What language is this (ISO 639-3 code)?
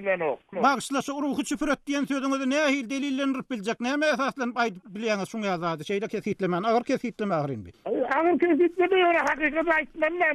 tuk